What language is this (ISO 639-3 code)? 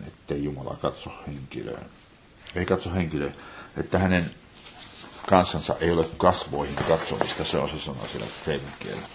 fin